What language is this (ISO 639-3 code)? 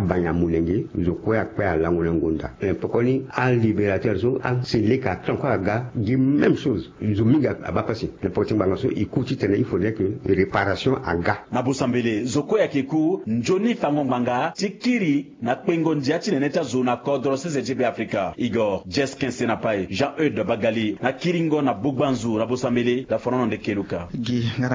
sag